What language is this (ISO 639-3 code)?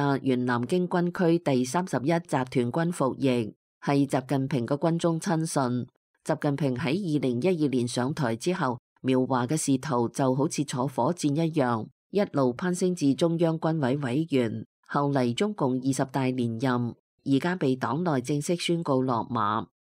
yue